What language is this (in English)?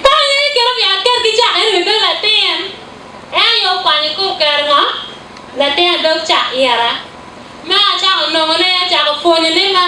Acoli